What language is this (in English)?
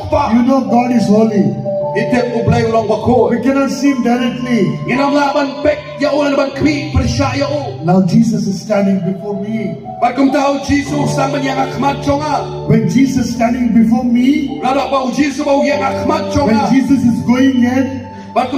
Khasi